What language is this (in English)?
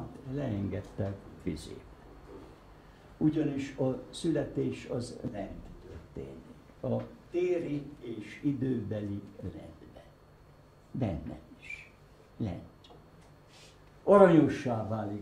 Hungarian